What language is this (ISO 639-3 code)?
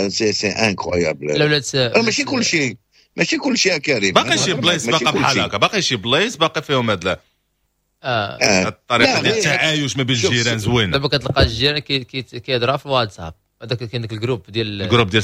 ary